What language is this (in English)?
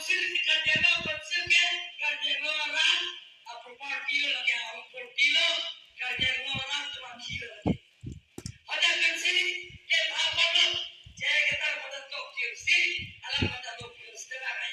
Karbi